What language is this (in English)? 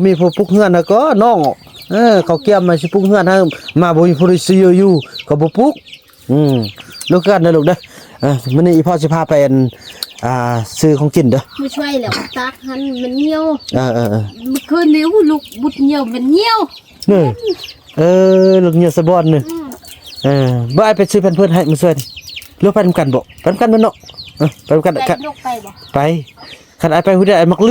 Northeastern Thai